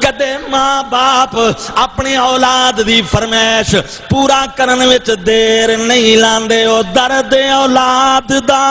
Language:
Saraiki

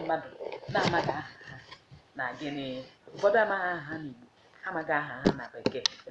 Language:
Igbo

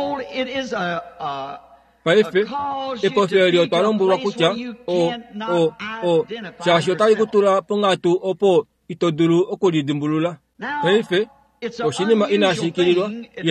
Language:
Kuanyama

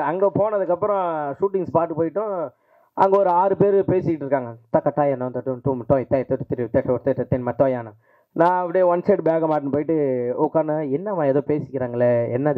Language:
Tamil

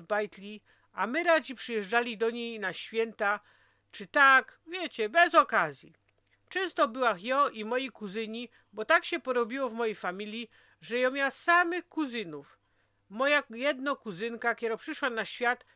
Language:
Silesian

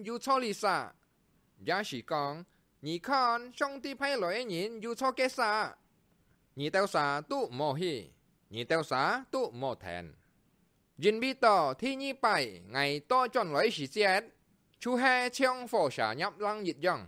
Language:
Hakka Chinese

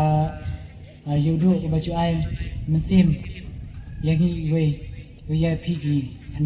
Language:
Khasi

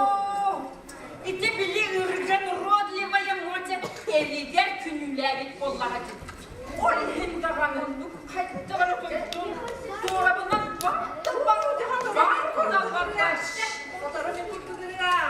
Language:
Yakut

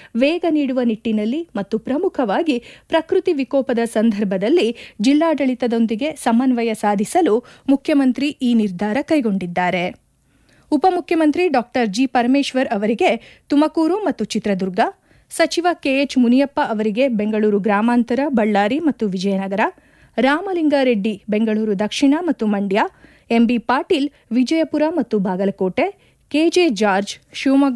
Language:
Kannada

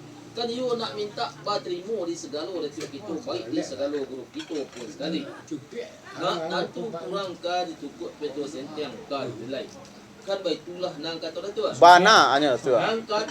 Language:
Minangkabau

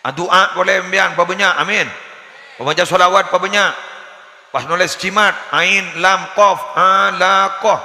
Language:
Madurese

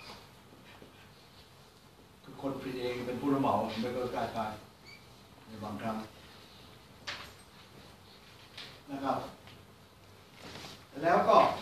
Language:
Thai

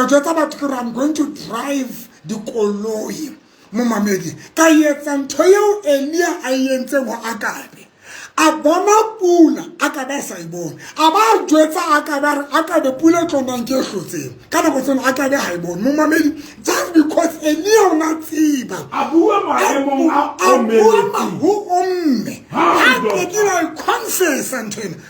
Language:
Southern Sotho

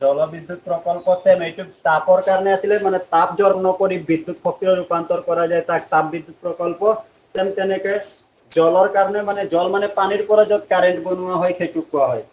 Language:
Assamese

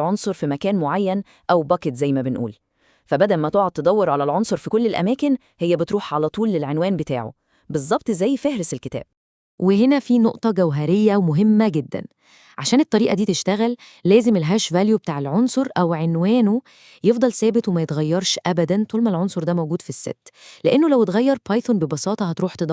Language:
Egyptian Arabic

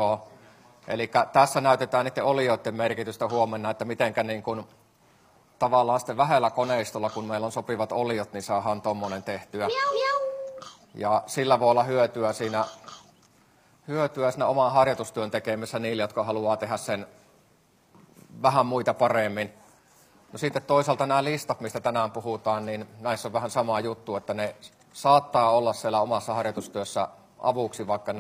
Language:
Finnish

